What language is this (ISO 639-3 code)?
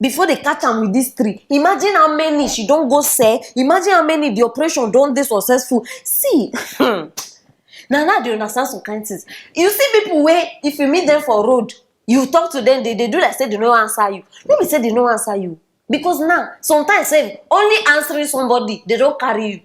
pcm